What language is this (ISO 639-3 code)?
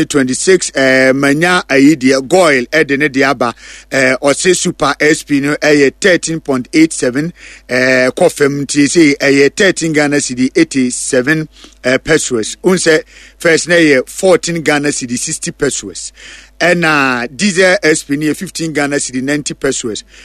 aka